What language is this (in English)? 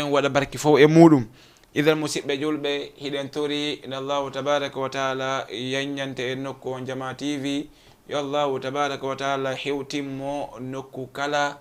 Fula